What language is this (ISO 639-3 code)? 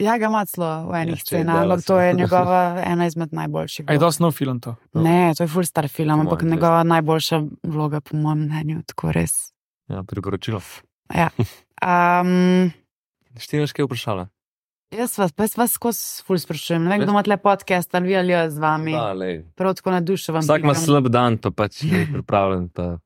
slv